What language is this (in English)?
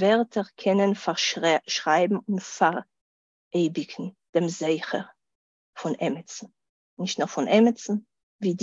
Yiddish